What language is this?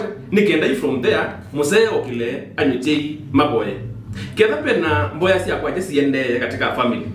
Kamba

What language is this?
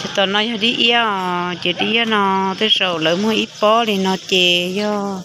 Hmong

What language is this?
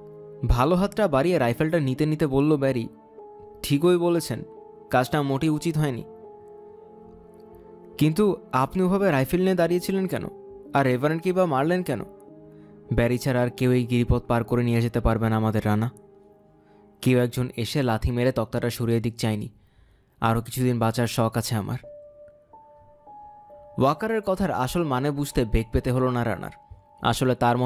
Bangla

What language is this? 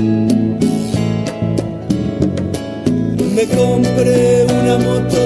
Spanish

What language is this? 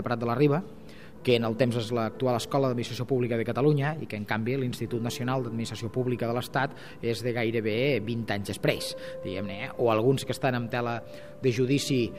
Catalan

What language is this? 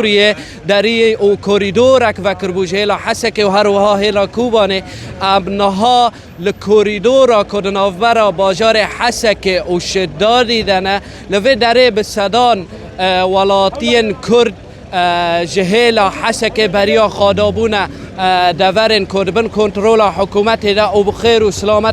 Kurdish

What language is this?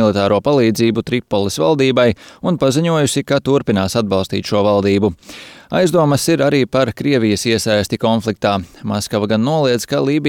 Latvian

